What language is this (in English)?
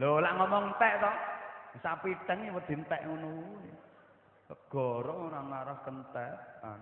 Javanese